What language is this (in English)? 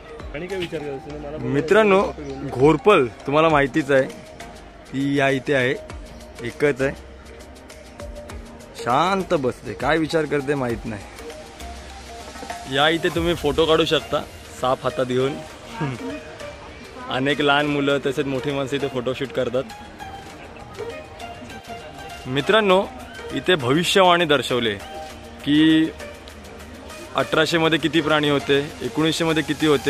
Marathi